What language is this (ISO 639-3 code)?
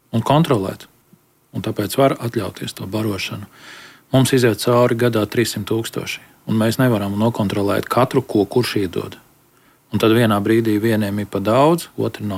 lav